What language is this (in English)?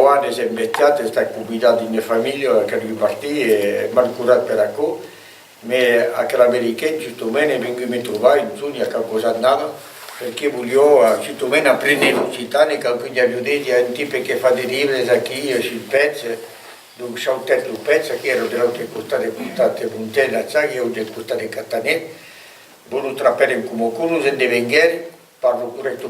Occitan